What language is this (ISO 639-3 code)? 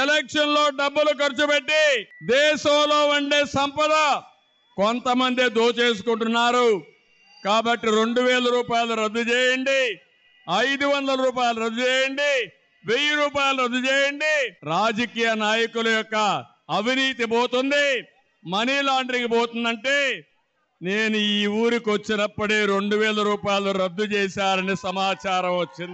tel